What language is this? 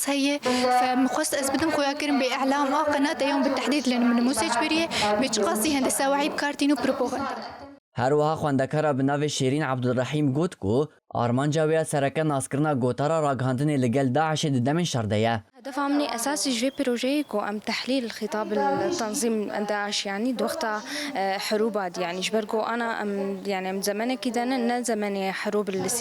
Kurdish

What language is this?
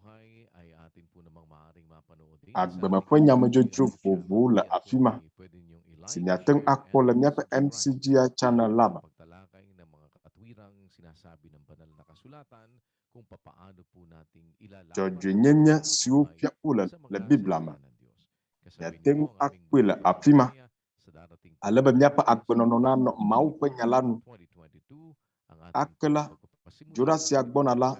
Ewe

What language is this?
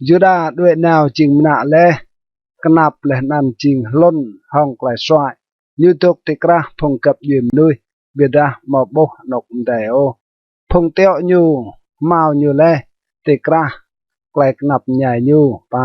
Rade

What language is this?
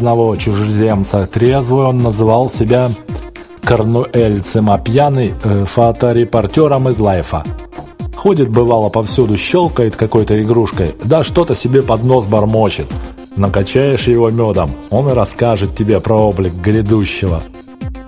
Russian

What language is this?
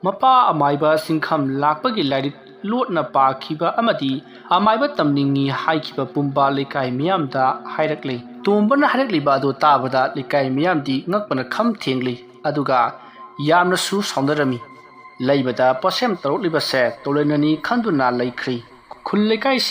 Manipuri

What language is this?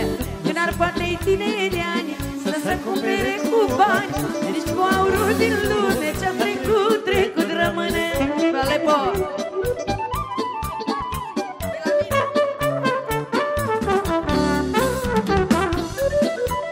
Romanian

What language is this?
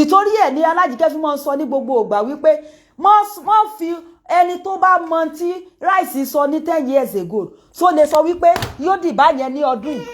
Yoruba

